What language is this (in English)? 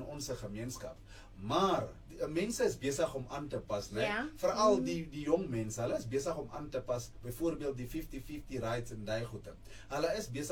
Afrikaans